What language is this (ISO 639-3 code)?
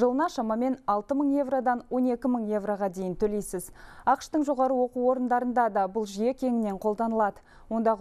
kaz